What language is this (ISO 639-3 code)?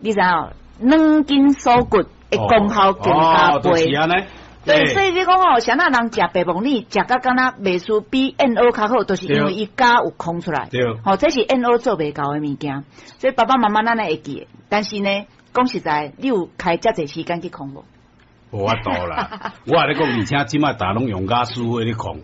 nan